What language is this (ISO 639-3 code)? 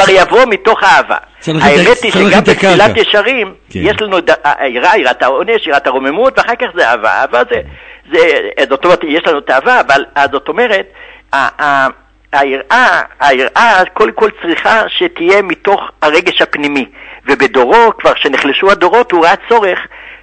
heb